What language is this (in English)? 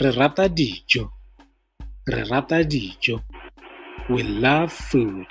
Tswana